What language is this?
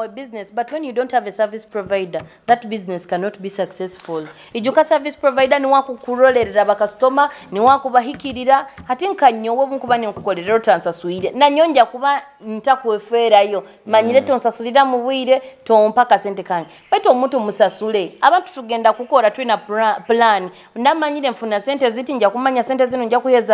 Nyoro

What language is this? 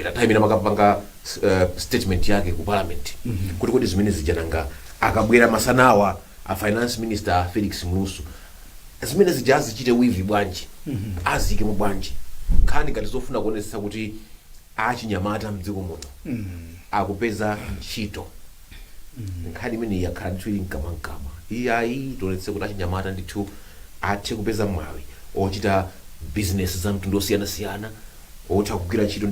Nyanja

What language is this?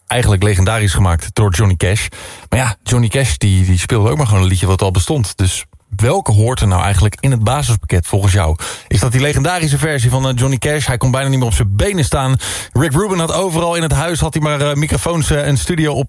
Dutch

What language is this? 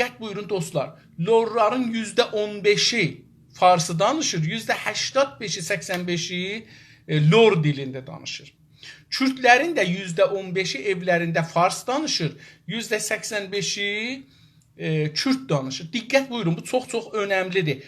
South Azerbaijani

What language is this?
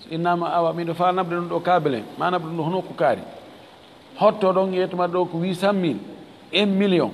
Fula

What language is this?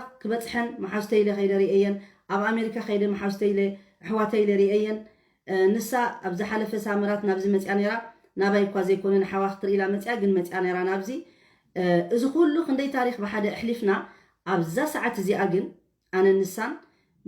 Tigrinya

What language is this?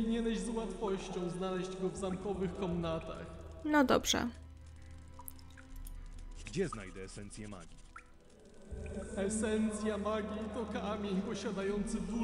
Polish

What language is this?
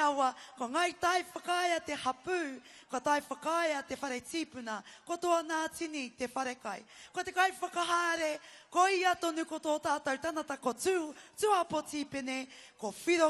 Māori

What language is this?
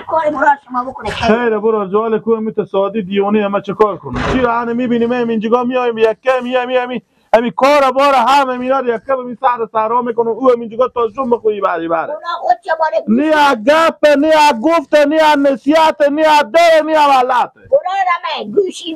Persian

